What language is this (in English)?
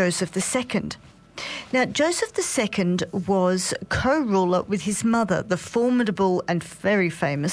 English